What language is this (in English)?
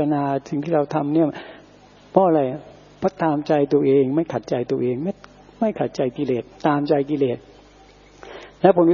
Thai